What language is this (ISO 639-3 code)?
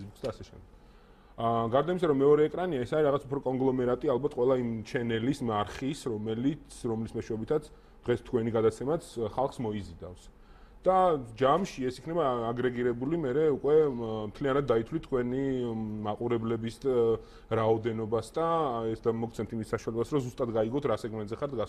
kat